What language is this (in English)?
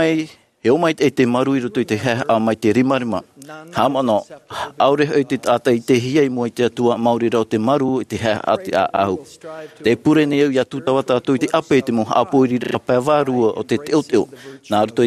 Tahitian